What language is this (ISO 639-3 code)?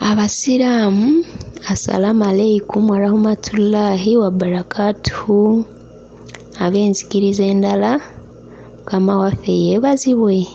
lug